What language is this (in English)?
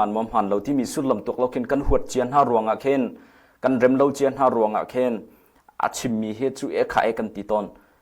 Hakha Chin